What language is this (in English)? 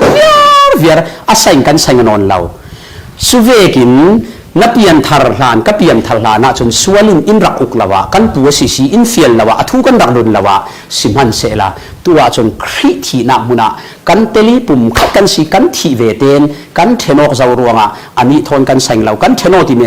Falam Chin